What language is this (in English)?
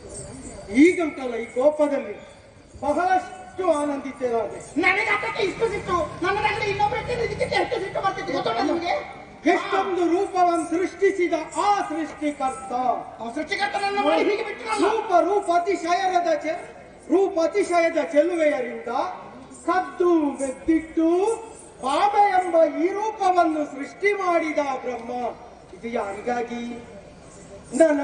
Kannada